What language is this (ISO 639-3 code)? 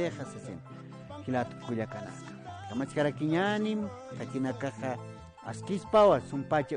aym